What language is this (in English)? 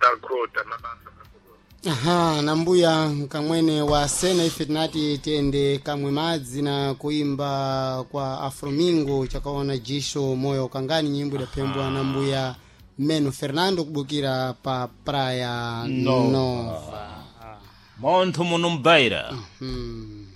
Sena